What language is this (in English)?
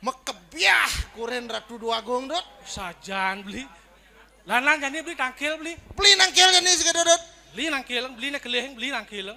Balinese